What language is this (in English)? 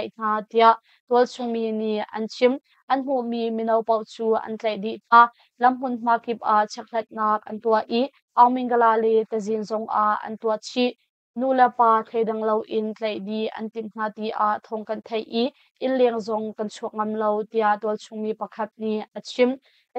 Hakha Chin